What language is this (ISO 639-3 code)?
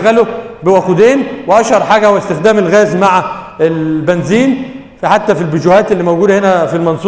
arz